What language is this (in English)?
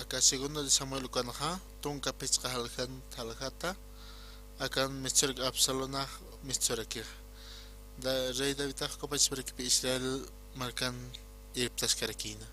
Aymara